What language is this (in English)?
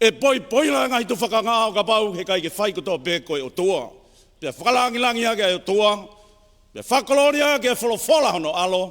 Tongan